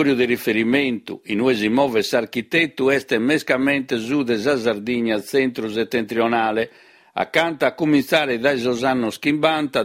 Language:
Sardinian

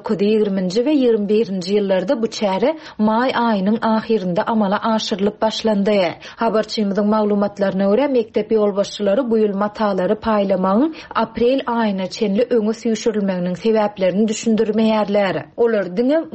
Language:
Turkmen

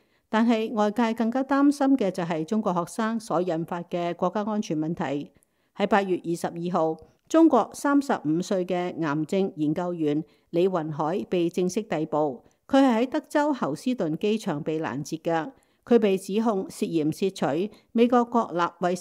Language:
Cantonese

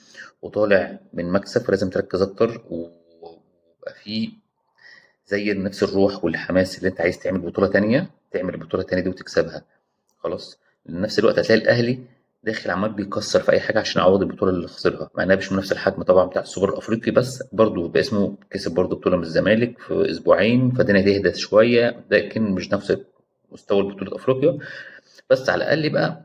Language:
Egyptian Arabic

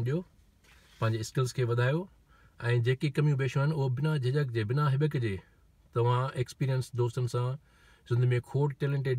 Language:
Sindhi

